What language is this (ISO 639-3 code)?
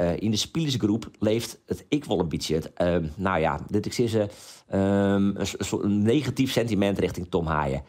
fry